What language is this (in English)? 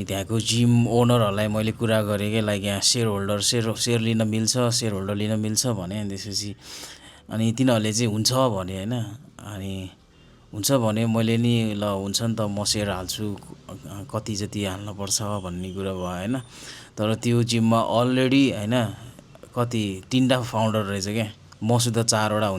Nepali